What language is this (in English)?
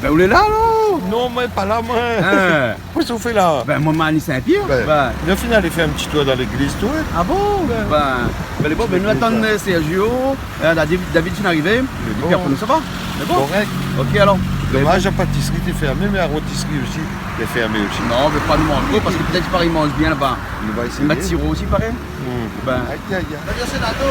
Réunion Creole French